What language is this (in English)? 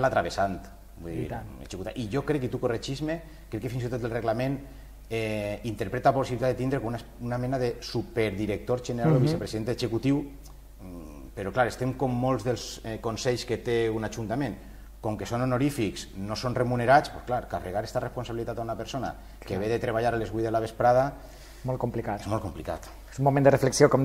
Catalan